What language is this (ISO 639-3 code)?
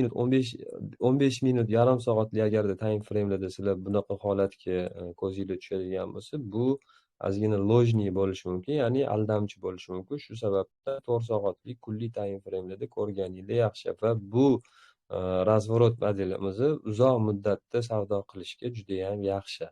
uzb